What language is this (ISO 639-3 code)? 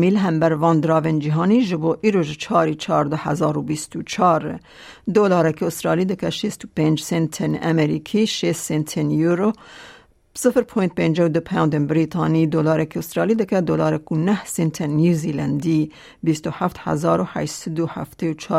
kur